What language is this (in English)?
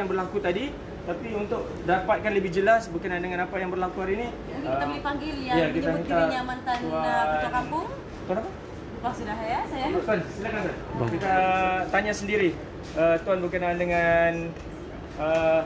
Malay